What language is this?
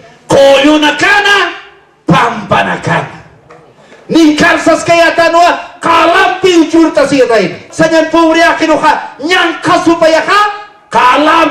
Aymara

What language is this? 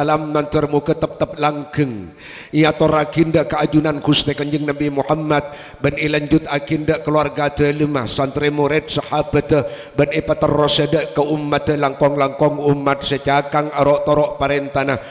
Madurese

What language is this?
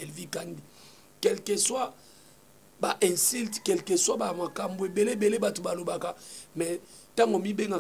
Lingala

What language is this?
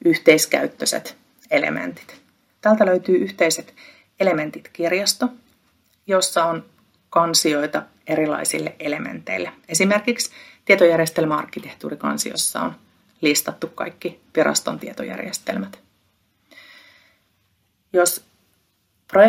Finnish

